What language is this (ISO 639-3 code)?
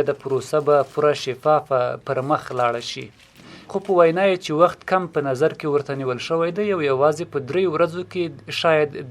pus